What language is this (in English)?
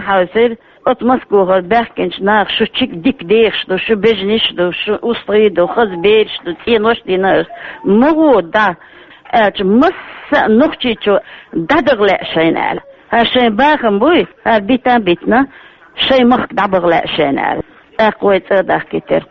Chechen